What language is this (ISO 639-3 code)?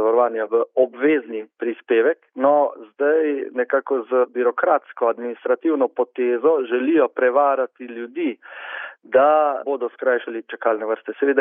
slv